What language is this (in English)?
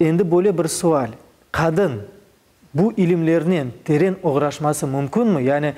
Crimean Tatar